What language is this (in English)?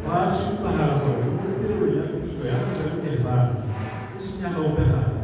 Tswana